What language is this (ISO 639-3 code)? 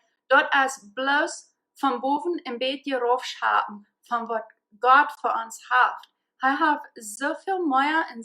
pdt